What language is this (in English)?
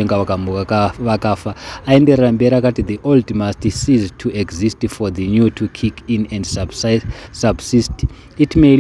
Shona